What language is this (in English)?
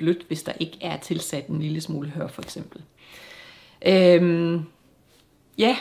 Danish